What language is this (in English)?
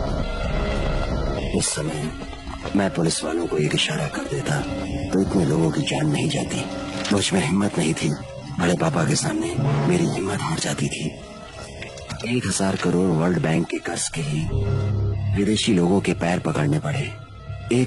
Hindi